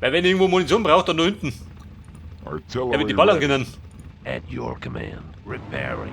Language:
Bavarian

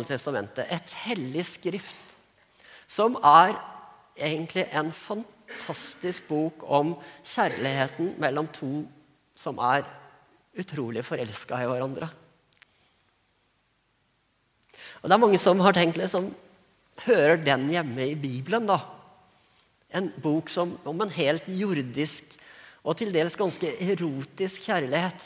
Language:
Norwegian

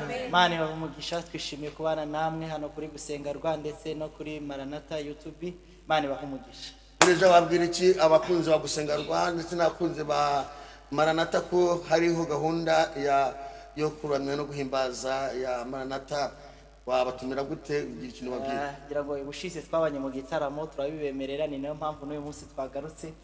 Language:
Kinyarwanda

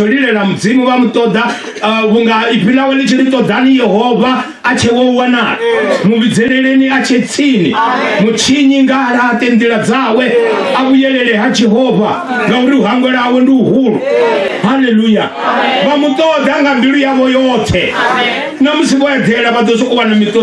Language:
Venda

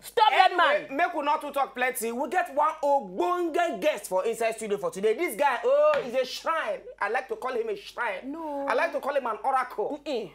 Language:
Nigerian Pidgin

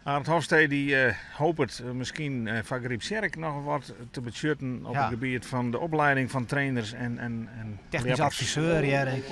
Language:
Western Frisian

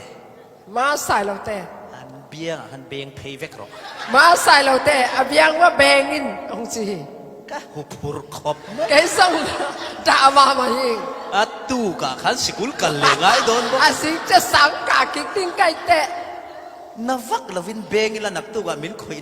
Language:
Falam Chin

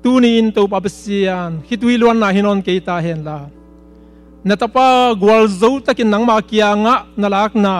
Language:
Tedim Chin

